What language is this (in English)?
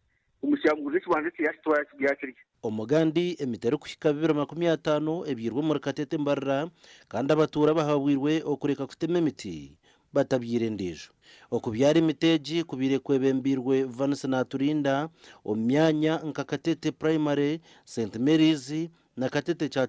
Nyankole